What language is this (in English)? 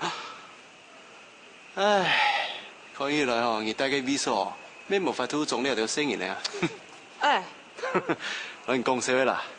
Hakka Chinese